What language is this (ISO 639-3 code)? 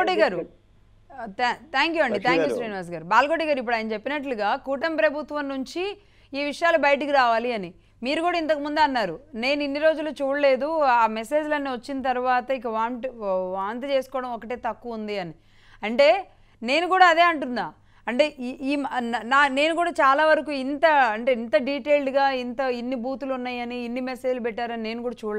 tel